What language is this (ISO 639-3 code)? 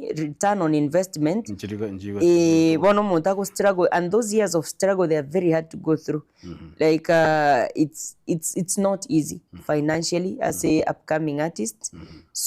guz